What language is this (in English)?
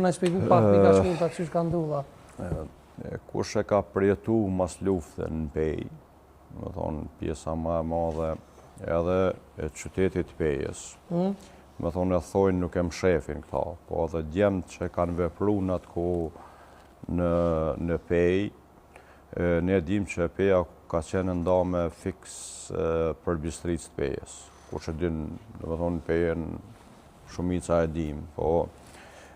Albanian